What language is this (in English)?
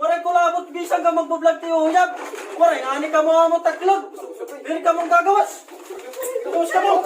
Waray